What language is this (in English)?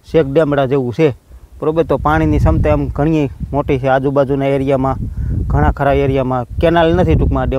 Gujarati